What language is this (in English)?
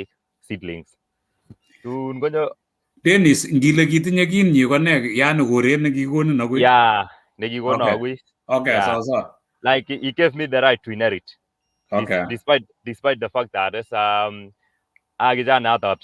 Kalenjin